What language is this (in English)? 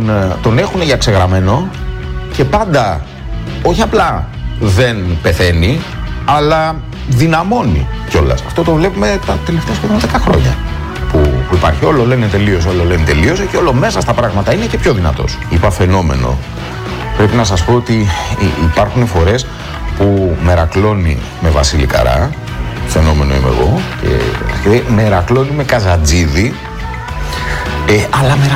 Greek